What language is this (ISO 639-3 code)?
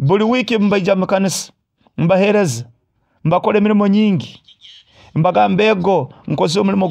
nyo